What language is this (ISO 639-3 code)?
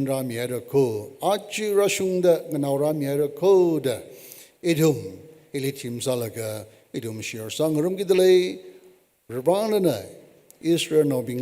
nmf